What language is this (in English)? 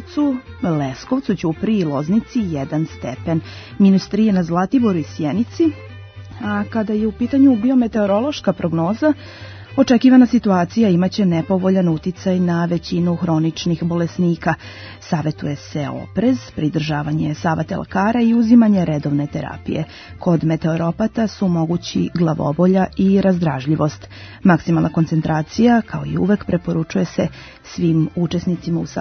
Serbian